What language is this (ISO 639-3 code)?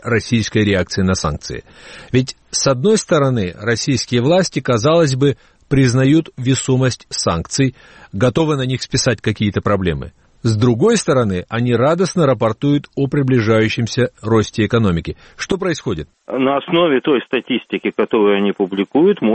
rus